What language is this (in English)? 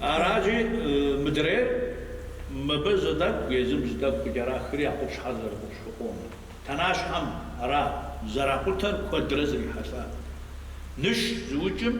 Kabardian